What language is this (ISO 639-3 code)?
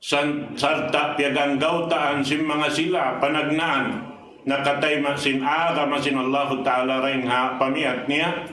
tsg